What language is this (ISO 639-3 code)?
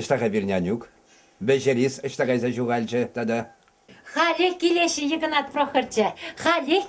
chv